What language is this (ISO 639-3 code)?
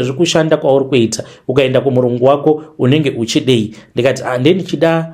sna